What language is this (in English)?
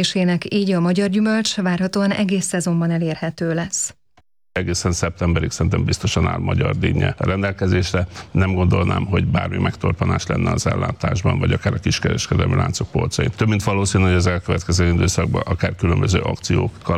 Hungarian